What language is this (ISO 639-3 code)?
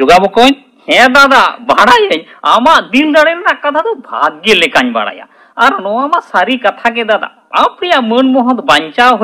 sat